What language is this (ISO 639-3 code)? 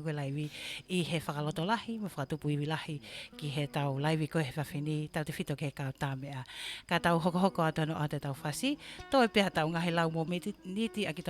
ton